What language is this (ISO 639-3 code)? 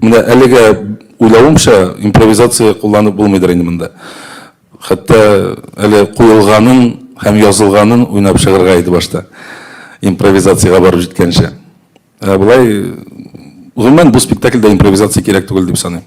tat